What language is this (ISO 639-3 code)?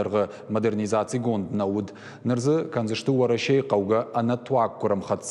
oss